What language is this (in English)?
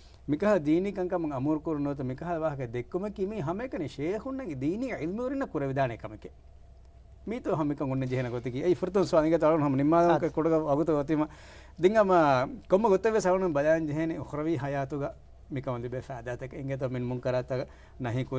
Divehi